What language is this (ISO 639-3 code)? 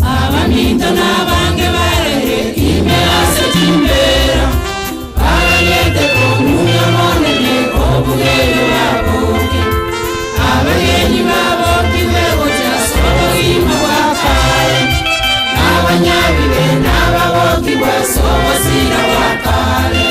guz